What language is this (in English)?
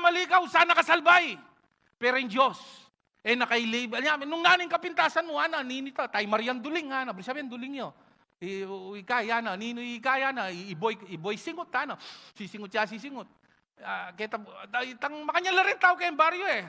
Pampanga